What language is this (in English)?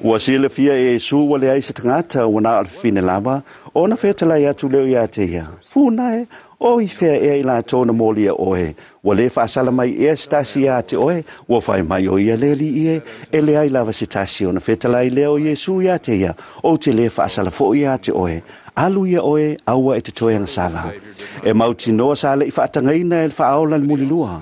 Samoan